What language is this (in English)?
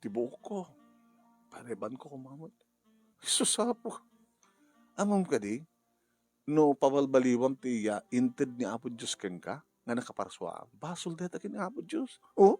Iloko